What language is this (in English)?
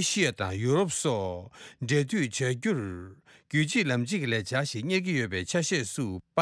Tibetan